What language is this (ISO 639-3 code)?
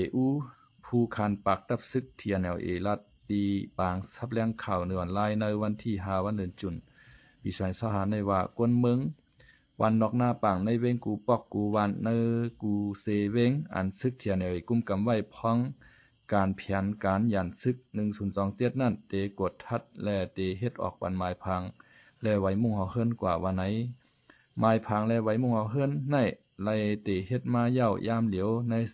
lao